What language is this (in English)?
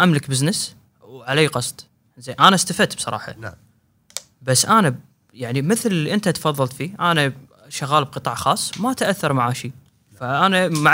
Gulf Arabic